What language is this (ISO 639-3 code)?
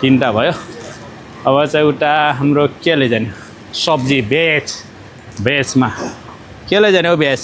nep